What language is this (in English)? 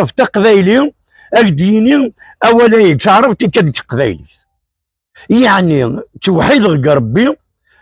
Kabyle